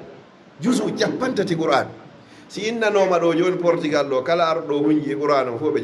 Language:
Fula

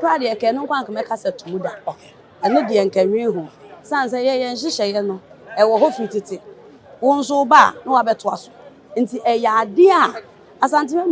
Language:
Akan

